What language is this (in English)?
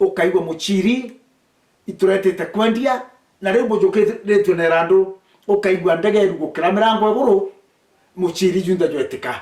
Meru